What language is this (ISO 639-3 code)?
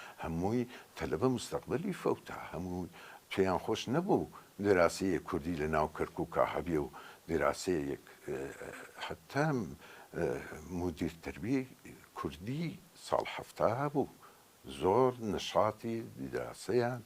ckb